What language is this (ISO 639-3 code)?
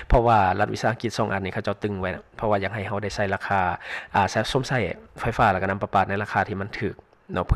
lao